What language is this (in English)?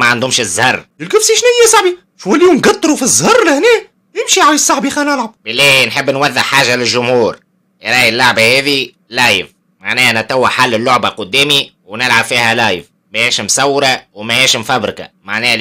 Tunisian Arabic